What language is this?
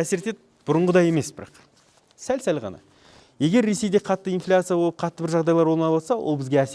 Kazakh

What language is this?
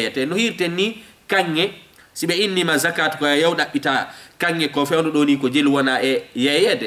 Fula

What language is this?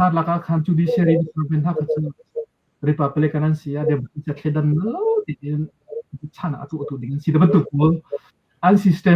Hakha Chin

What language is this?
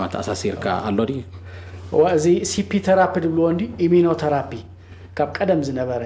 Tigrinya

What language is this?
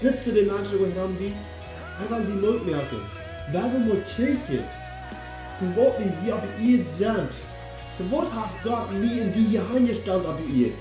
Plautdietsch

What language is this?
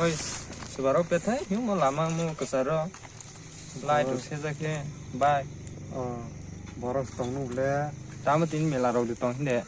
Kok Borok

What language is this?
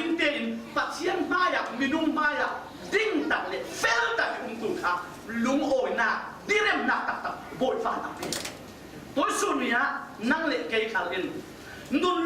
Falam Chin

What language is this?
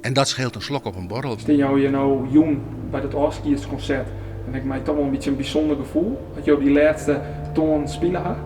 Western Frisian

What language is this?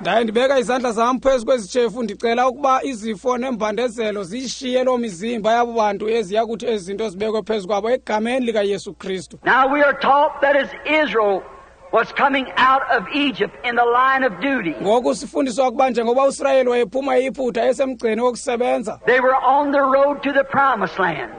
Xhosa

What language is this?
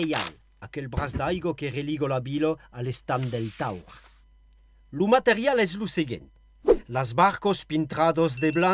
Occitan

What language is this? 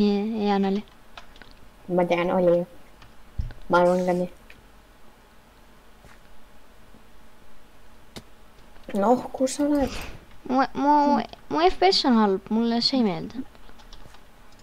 Estonian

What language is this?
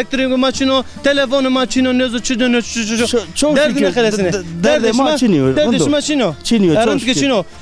Zaza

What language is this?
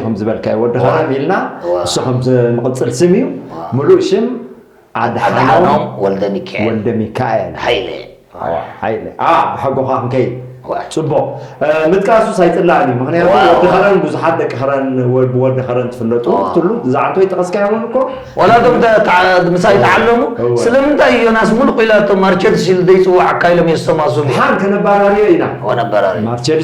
Tigrinya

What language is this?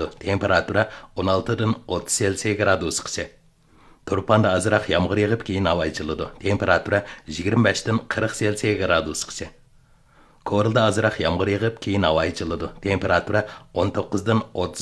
Uyghur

